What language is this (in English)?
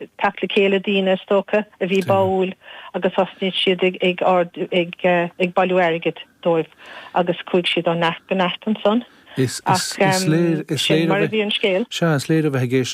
Irish